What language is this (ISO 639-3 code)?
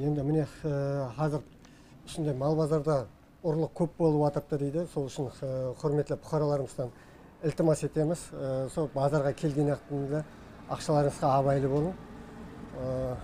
kir